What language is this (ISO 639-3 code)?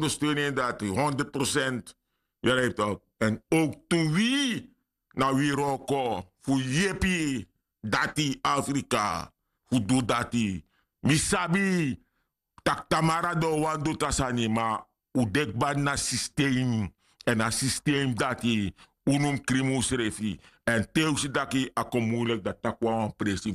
srn